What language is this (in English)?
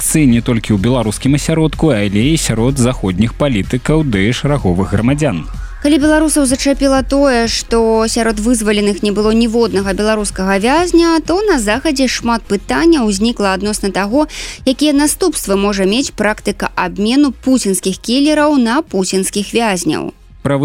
Belarusian